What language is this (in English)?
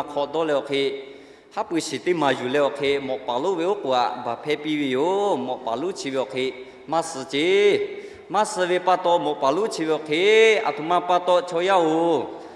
Lahu